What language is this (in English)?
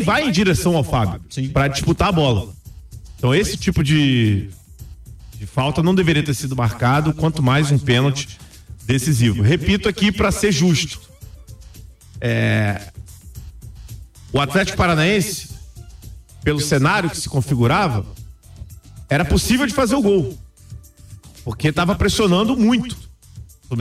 Portuguese